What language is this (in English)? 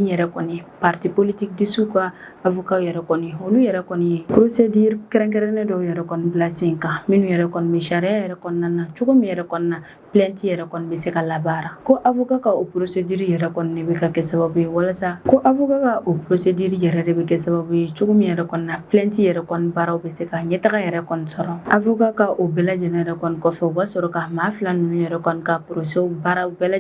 Bambara